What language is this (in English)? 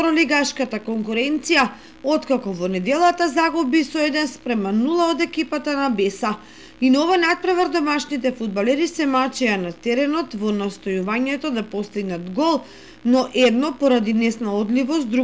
Macedonian